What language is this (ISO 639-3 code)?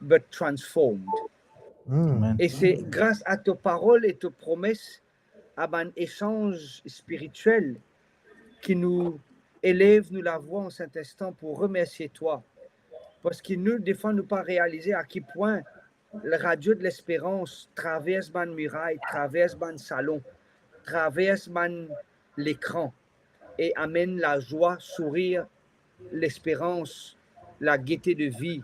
mfe